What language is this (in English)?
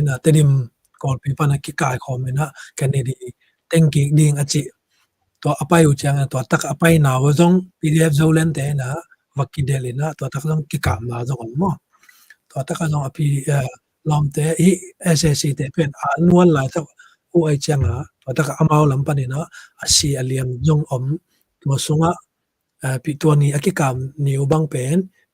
Tedim Chin